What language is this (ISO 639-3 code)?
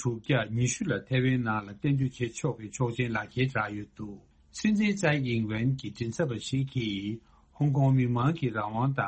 bod